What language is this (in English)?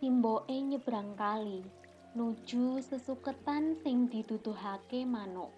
Javanese